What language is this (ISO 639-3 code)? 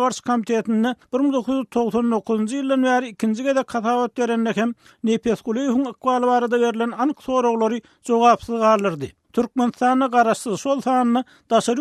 tuk